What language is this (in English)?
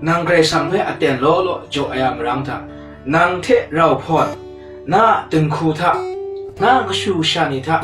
Kachin